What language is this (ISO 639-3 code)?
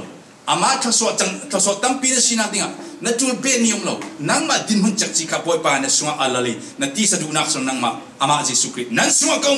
cfm